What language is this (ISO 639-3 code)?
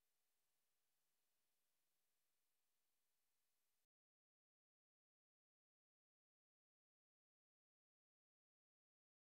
mar